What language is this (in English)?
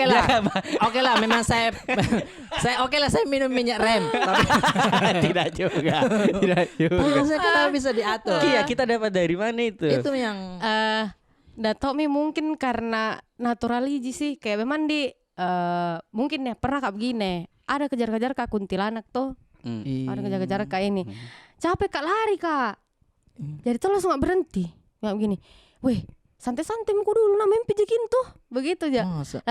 Makassar Malay